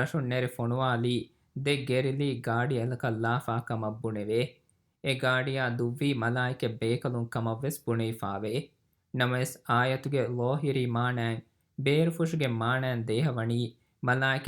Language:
Divehi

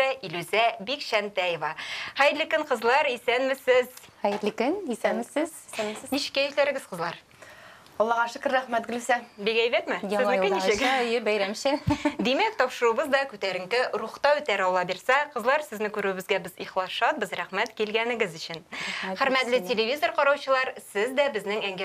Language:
Tatar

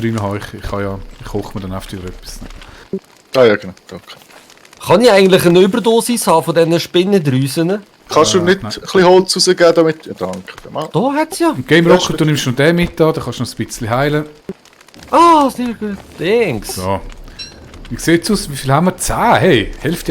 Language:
Swiss German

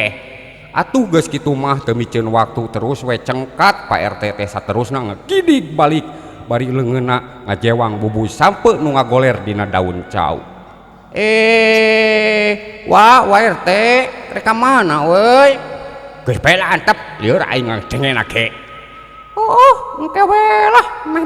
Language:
Sundanese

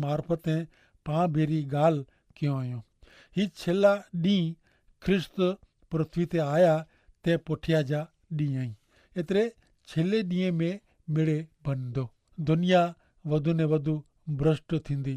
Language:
Kachhi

